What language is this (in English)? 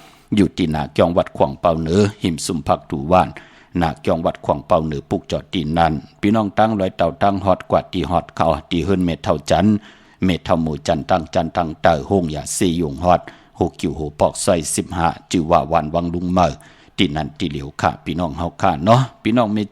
Shan